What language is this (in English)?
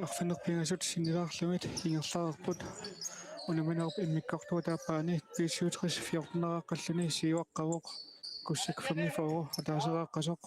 Kalaallisut